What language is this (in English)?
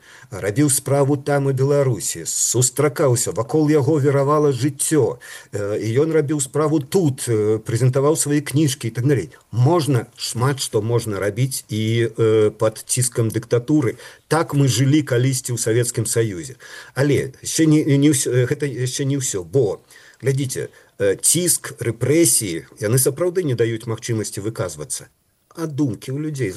Belarusian